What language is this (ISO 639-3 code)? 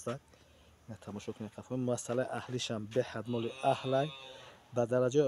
tgk